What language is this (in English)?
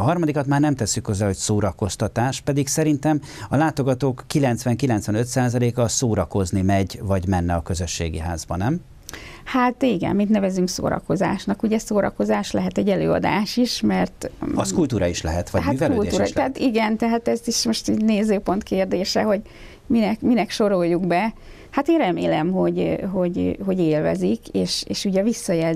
Hungarian